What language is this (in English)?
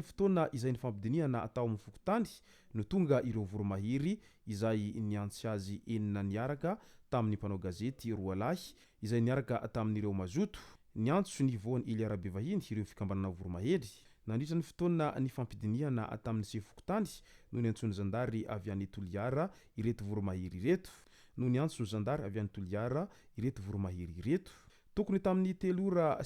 Malagasy